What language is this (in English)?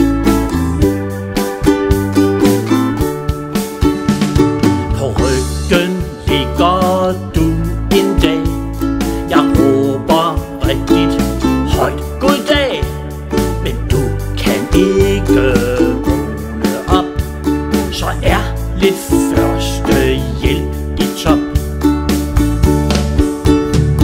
Danish